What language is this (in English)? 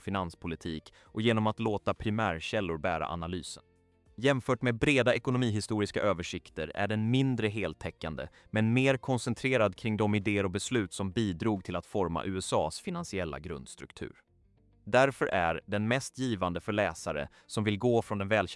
Swedish